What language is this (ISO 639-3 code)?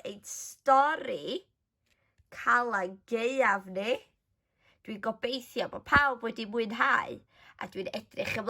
cym